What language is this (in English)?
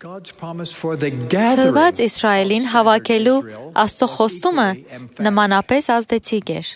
Armenian